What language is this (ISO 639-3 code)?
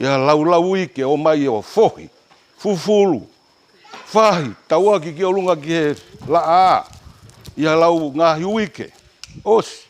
ton